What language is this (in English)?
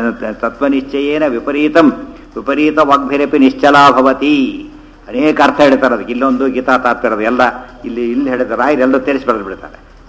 Kannada